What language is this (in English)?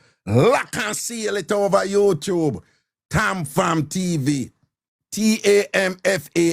Jamaican Creole English